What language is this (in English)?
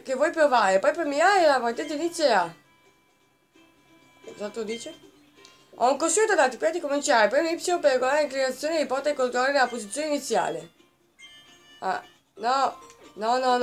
Italian